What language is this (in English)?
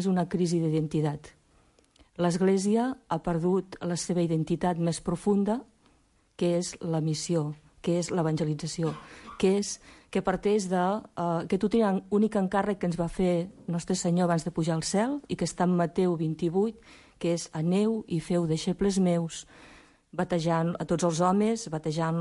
Catalan